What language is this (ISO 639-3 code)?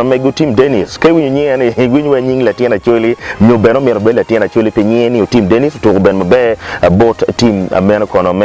ach